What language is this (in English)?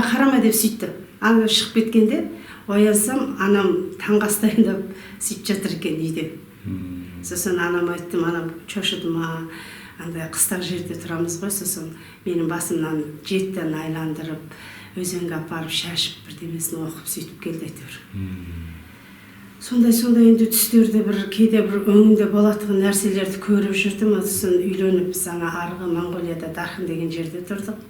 Kazakh